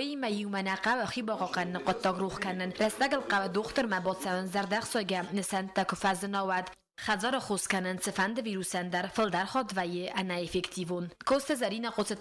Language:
Ossetic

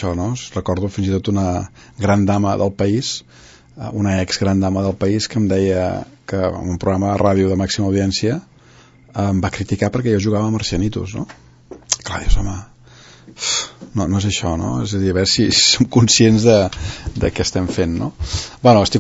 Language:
Catalan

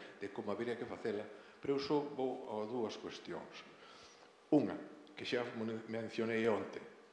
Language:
Galician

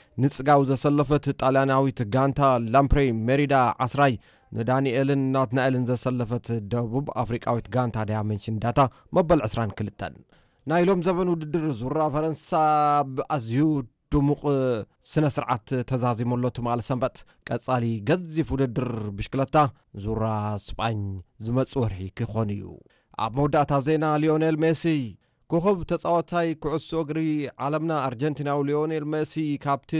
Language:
Tigrinya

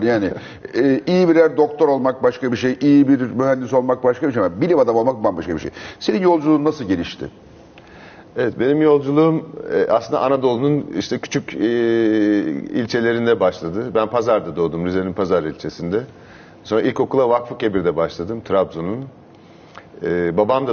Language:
Turkish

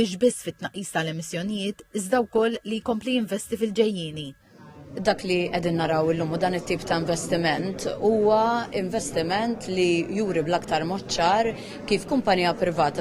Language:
Maltese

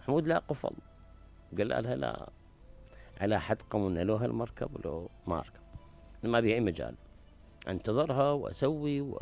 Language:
Mesopotamian Arabic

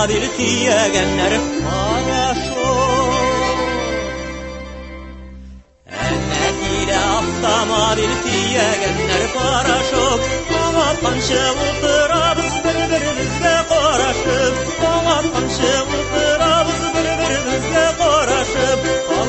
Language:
Tatar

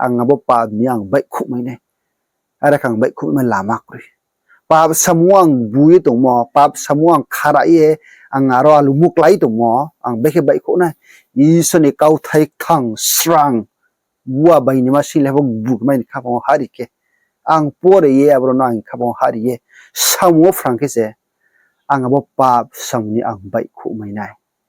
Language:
Riang (India)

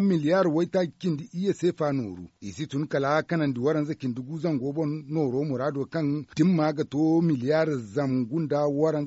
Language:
Zarma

